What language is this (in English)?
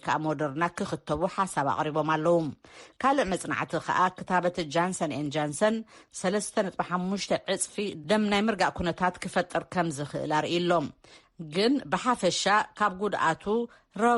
Tigrinya